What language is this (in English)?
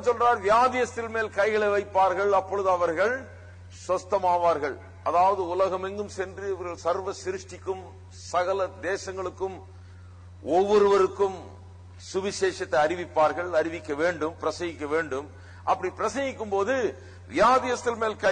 Tamil